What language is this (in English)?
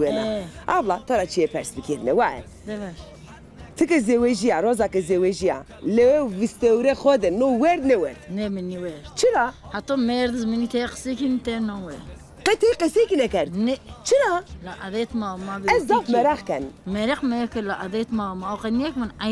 Zaza